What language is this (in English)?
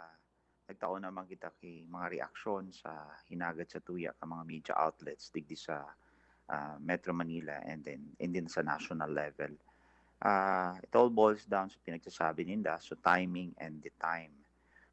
Bikol